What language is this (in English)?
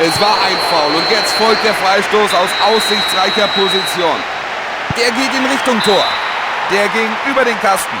Bavarian